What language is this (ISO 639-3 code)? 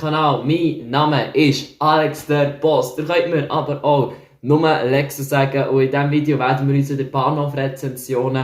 gsw